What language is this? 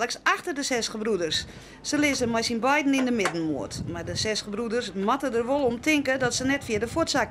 Western Frisian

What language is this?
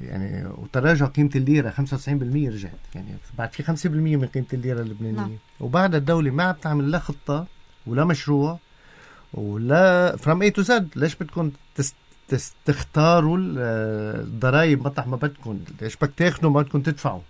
North Levantine Arabic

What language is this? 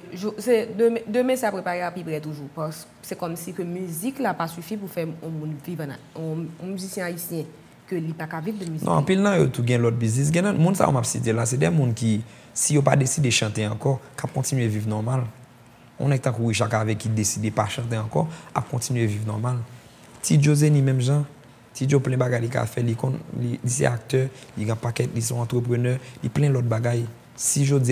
Haitian Creole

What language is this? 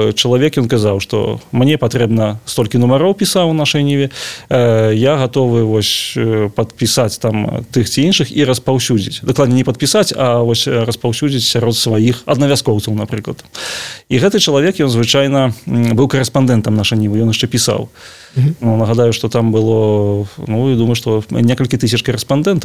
Belarusian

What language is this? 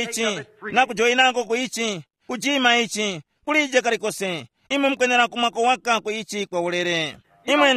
Tumbuka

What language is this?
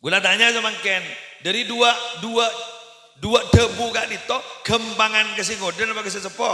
Madurese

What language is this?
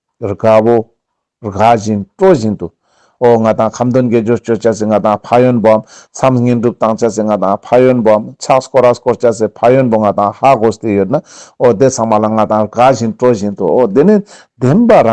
Ladakhi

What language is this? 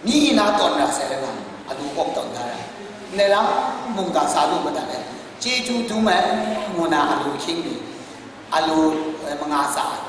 Kachin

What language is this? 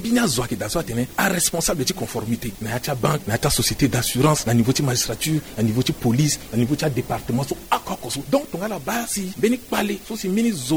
Sango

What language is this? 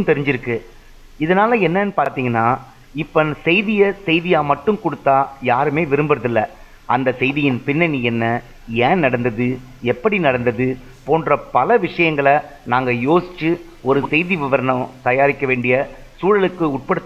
Tamil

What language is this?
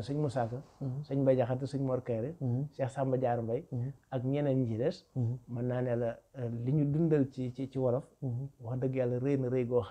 Wolof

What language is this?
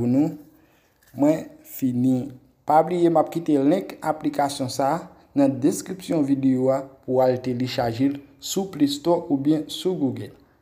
Haitian Creole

